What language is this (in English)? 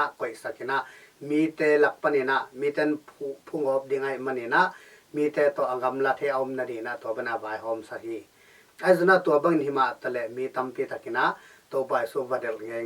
Tedim Chin